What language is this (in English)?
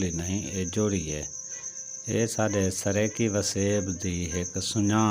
Saraiki